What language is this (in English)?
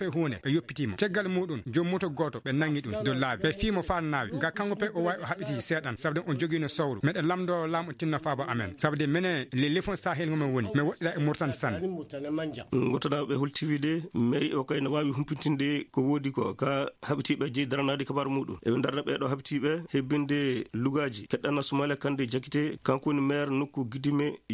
Fula